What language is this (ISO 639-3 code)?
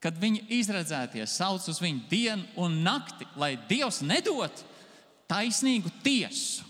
lav